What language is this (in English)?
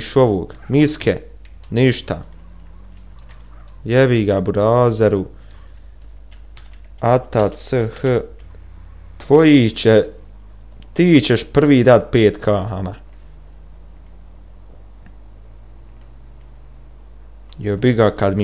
Bosnian